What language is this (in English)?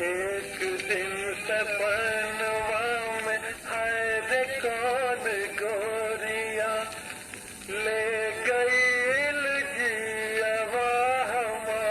Magahi